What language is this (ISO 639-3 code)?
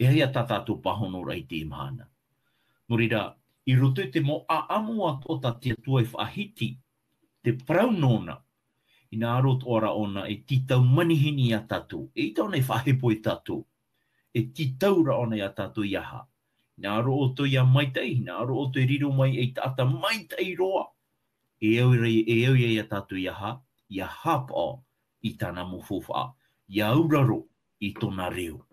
tah